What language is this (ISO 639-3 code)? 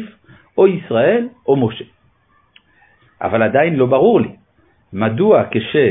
heb